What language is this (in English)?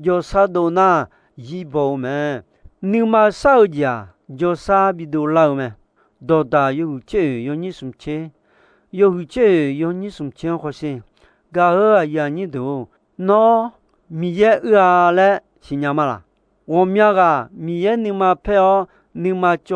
Akha